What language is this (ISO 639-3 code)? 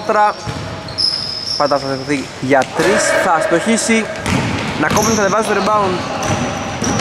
ell